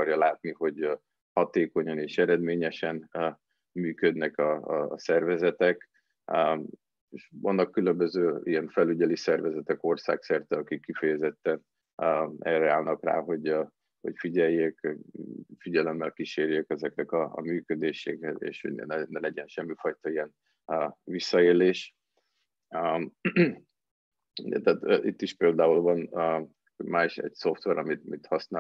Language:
Hungarian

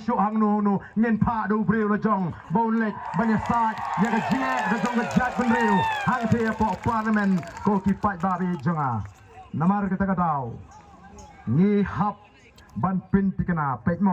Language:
Khasi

